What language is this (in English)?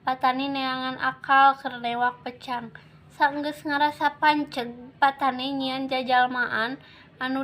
Sundanese